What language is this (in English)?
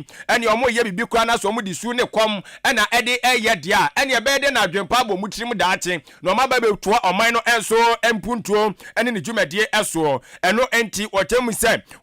Akan